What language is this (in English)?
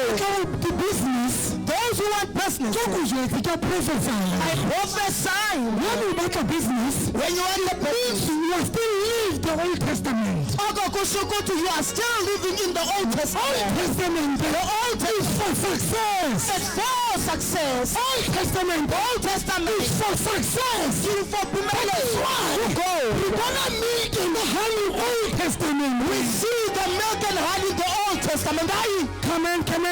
Southern Sotho